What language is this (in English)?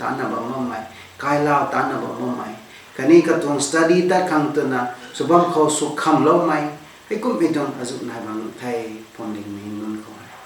Rongmei Naga